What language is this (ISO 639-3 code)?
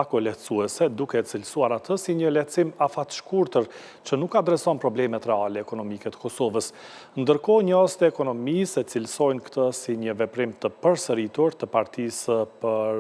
sqi